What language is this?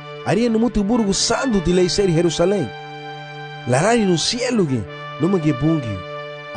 Garifuna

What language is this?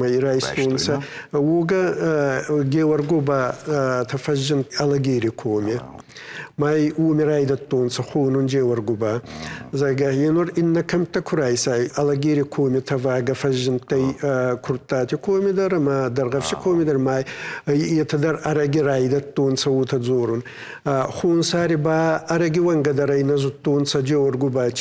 Ossetic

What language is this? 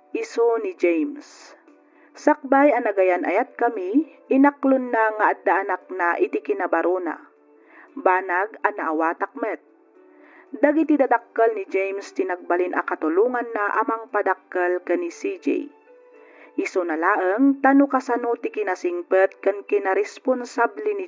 Iloko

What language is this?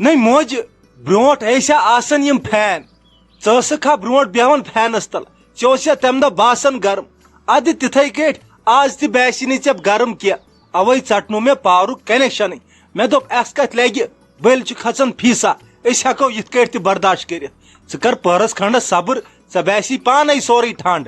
Kashmiri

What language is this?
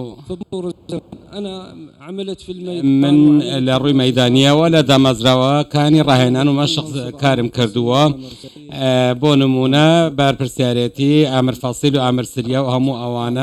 Central Kurdish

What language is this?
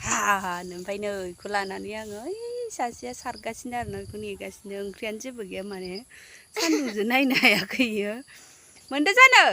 Bodo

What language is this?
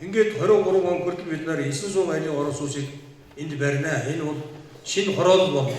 Mongolian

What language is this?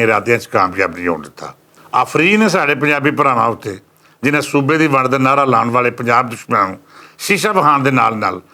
Western Panjabi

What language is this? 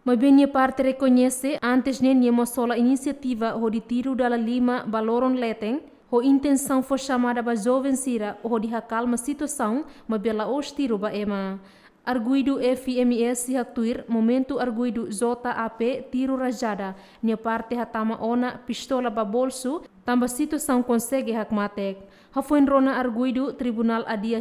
Tetum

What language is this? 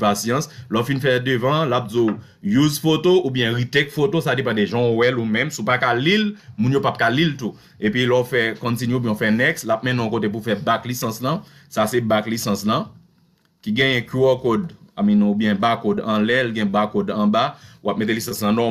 Haitian Creole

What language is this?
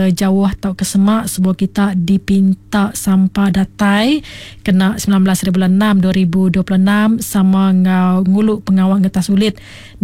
Iban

